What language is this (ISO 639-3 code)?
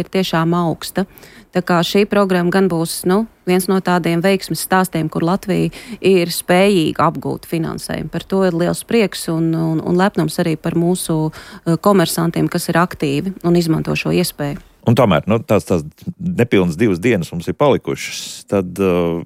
lav